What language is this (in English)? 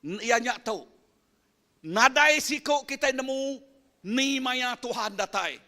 Iban